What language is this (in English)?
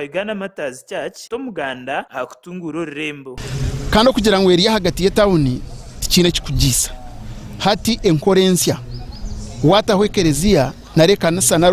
Nyankole